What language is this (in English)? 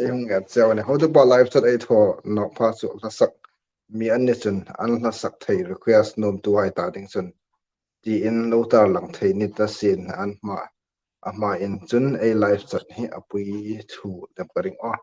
Hmar